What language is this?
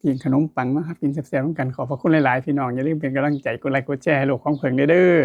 Northeastern Thai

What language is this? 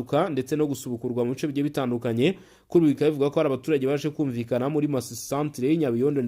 Kinyarwanda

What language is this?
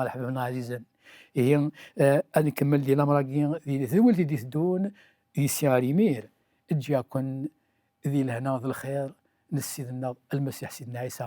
Kabyle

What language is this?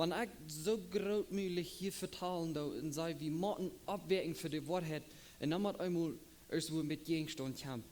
Plautdietsch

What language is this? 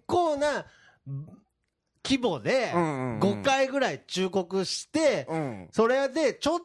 Japanese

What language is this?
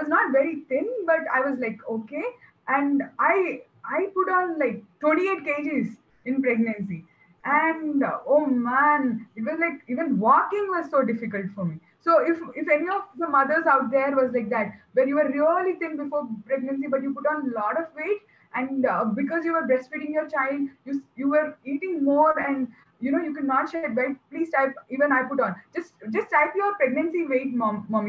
English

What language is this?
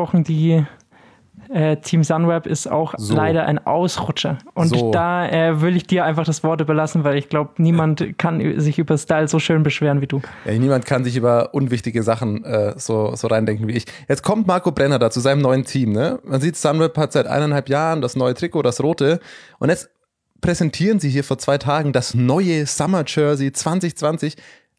German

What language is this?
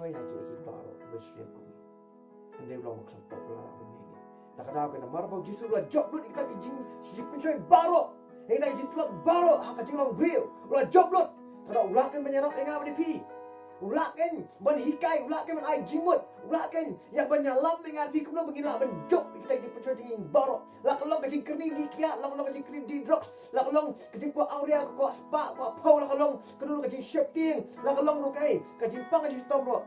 Khasi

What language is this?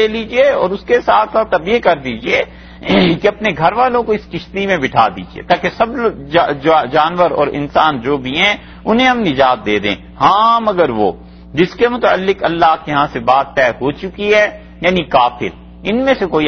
Urdu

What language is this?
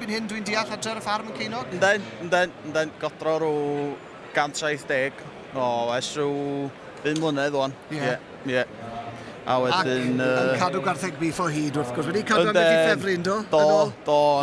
Welsh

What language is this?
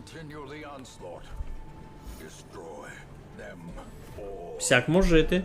Rusyn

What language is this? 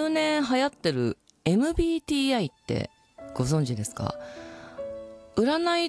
Japanese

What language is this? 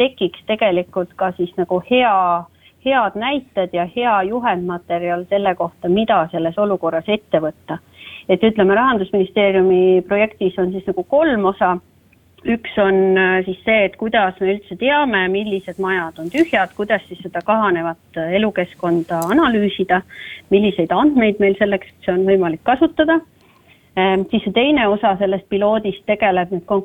Estonian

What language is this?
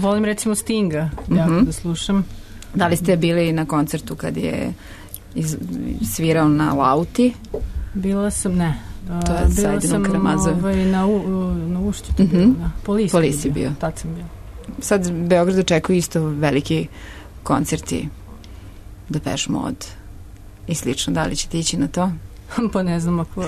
Serbian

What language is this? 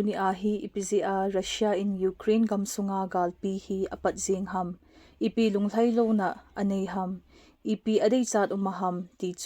Thado Chin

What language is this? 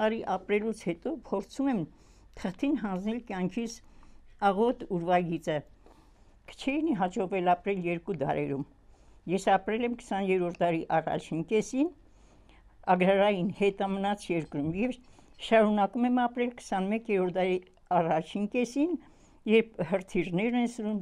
Armenian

